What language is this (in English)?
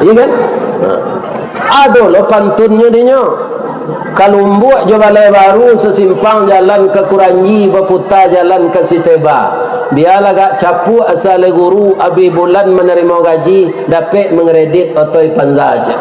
Minangkabau